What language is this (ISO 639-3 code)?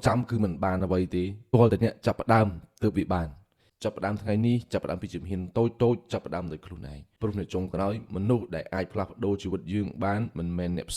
khm